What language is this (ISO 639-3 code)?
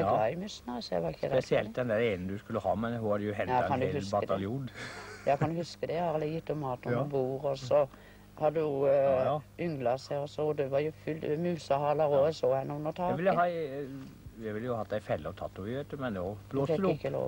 nor